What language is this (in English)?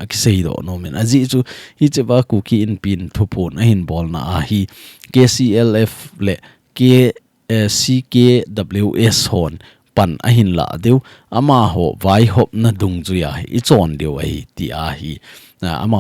Thado Chin